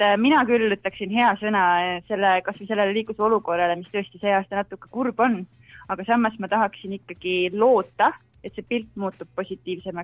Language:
Estonian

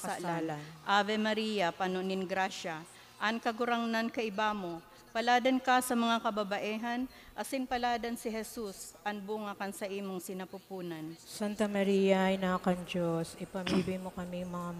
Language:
Bikol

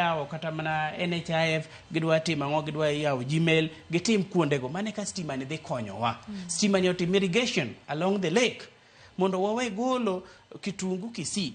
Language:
Luo (Kenya and Tanzania)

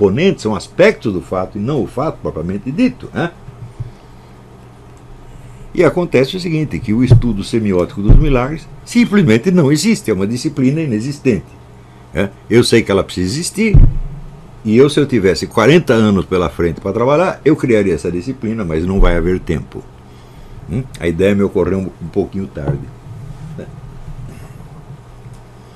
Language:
Portuguese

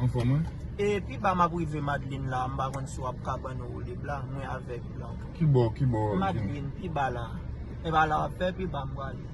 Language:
Haitian Creole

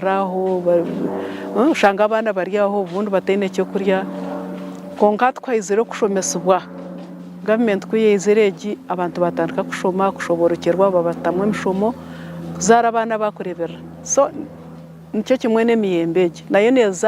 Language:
Nyankole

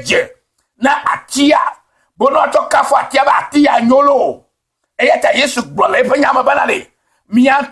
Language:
Ewe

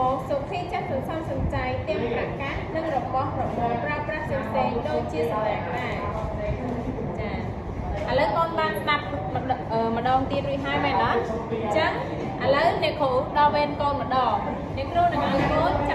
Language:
Khmer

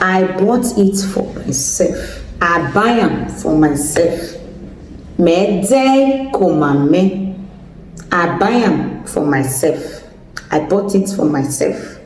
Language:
Nigerian Pidgin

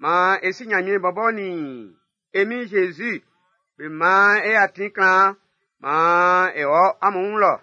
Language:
Baoulé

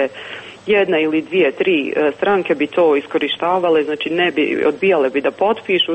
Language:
Croatian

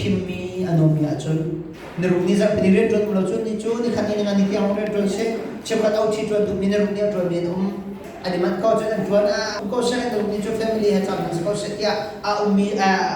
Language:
Hakha Chin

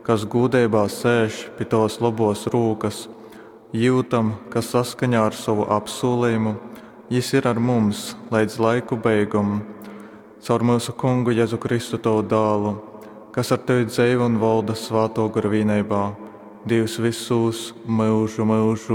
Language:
Latgalian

